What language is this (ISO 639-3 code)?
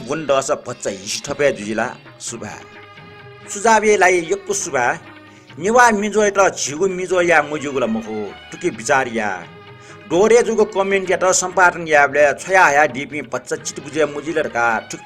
new